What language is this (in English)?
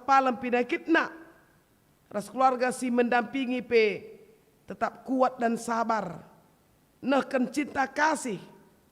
Batak Karo